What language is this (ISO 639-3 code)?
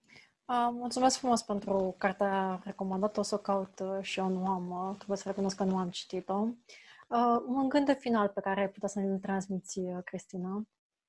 ron